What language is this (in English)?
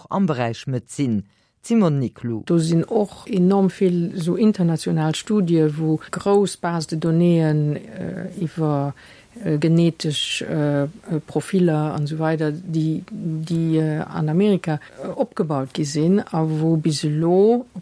Luxembourgish